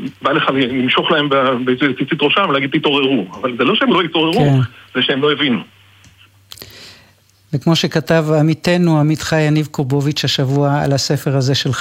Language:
Hebrew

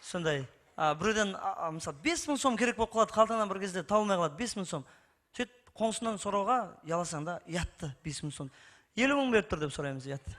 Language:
Kara-Kalpak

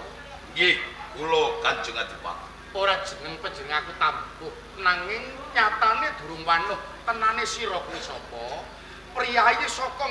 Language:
Javanese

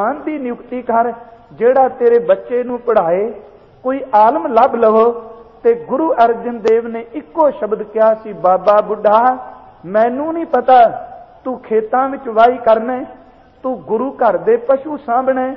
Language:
Punjabi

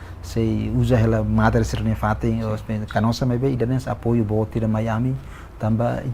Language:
Tetum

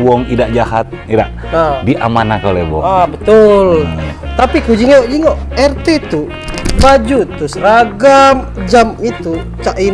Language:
Musi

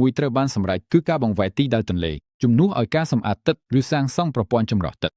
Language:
Khmer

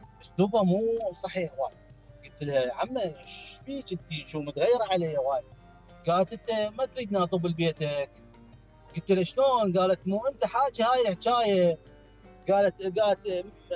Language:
Mesopotamian Arabic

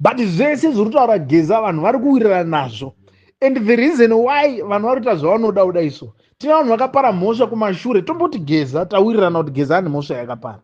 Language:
Shona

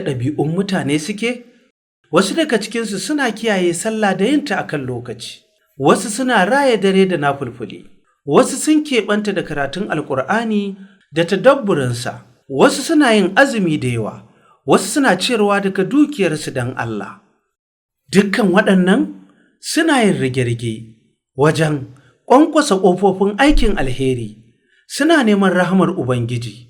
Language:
Hausa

